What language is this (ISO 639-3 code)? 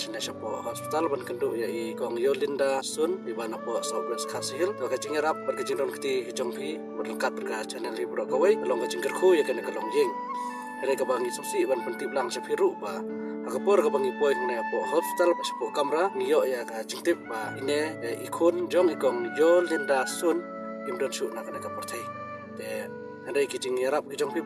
kha